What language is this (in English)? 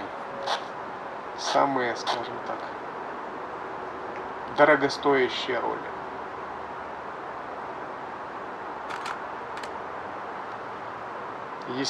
Russian